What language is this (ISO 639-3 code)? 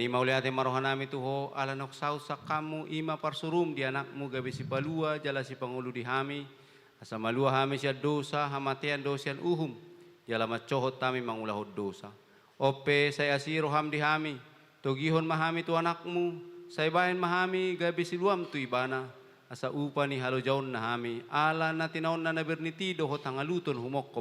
bbc